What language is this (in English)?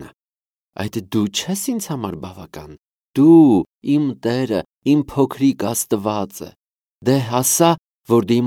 Armenian